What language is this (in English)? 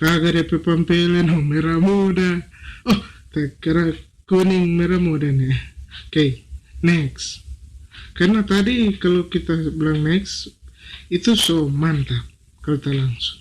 Manado Malay